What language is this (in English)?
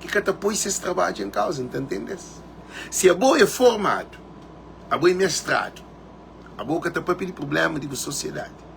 Kabuverdianu